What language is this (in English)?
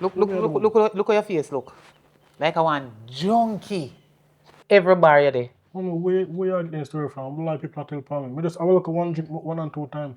Jamaican Creole English